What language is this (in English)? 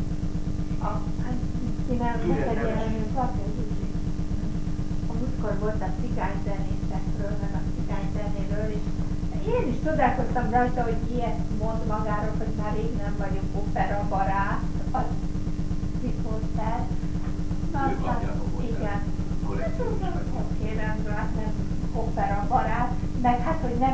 Hungarian